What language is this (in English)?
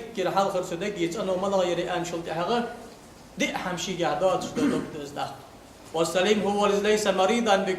Ingush